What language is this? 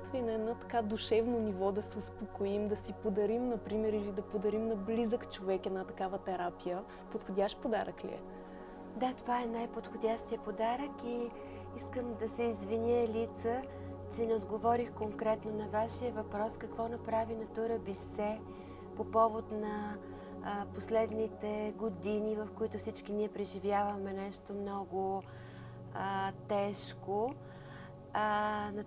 Bulgarian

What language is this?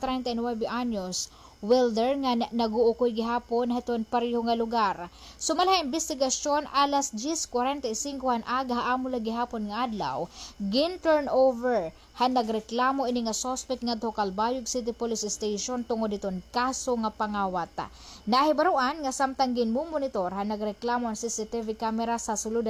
Waray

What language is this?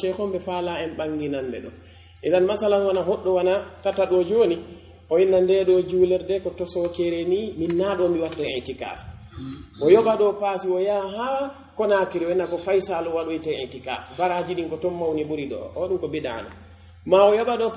Pular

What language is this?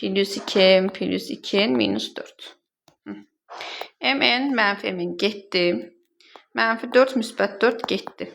Azerbaijani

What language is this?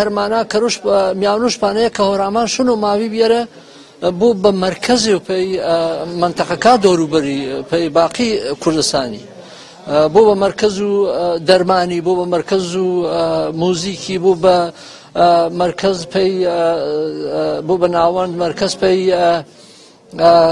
Gurani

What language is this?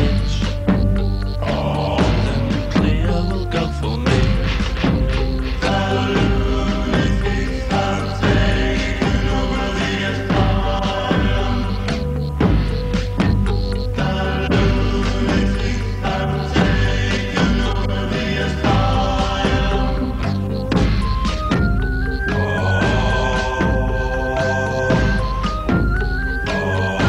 English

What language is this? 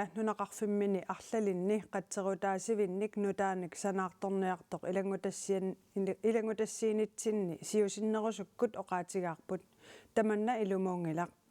Kalaallisut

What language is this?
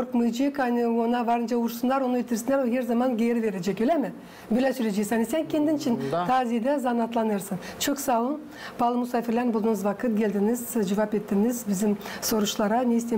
Gagauz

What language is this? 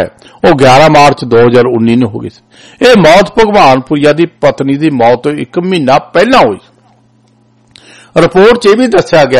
Punjabi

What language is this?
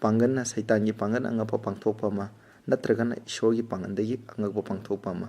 Manipuri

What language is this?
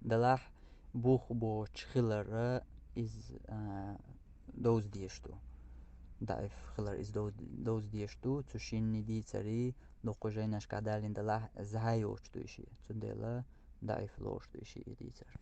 Chechen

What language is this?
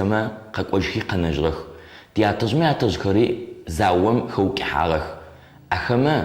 Adyghe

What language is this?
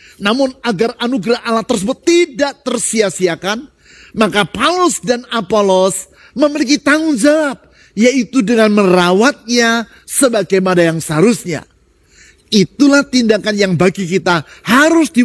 Indonesian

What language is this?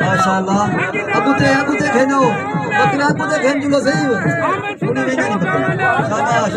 Saraiki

